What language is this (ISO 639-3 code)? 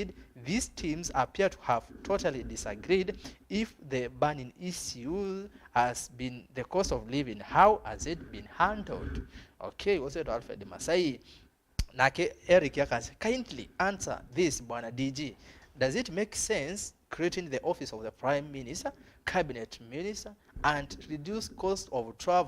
kam